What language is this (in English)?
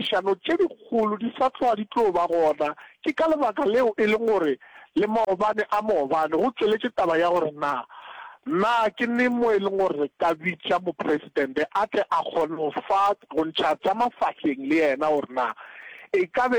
Northern Sotho